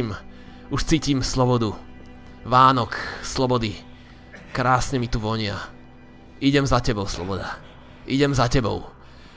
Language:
Slovak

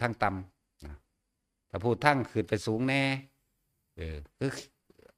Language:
Northeastern Thai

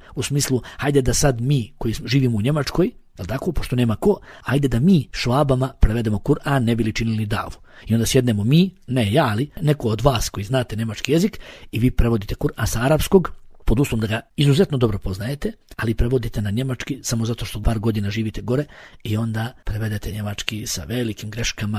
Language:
Bosnian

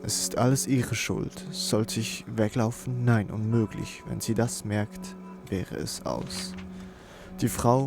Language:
Swiss German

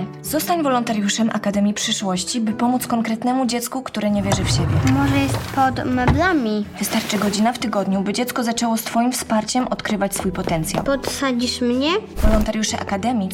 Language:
Polish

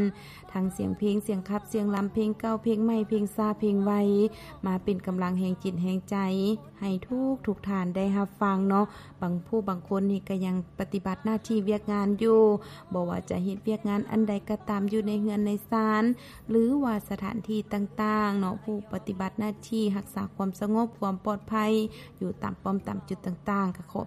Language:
Lao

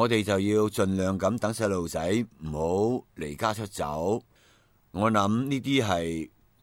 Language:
Cantonese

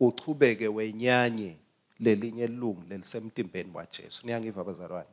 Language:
Swati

